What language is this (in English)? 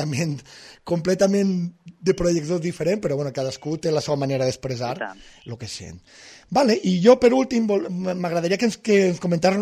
Catalan